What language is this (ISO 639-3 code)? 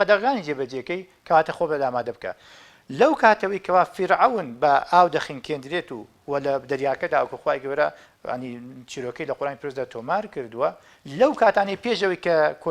ckb